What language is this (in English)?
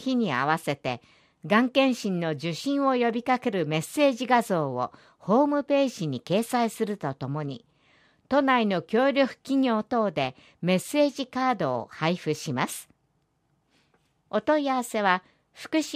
Japanese